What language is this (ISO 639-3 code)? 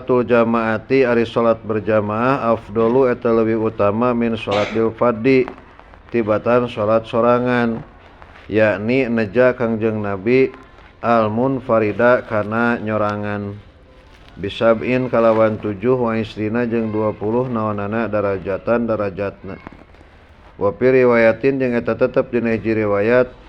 sun